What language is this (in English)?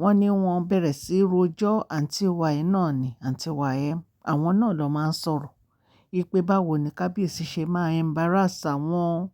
Yoruba